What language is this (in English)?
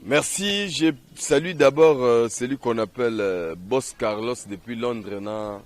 Lingala